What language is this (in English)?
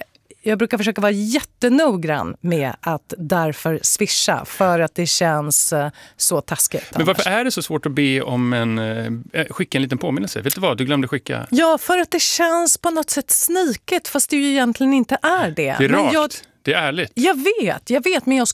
Swedish